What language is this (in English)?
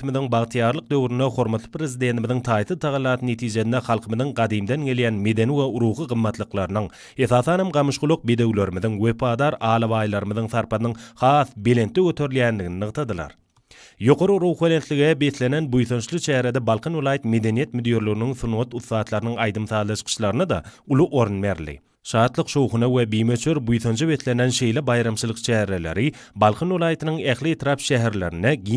Turkmen